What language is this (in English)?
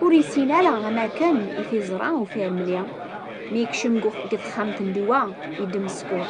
Kabyle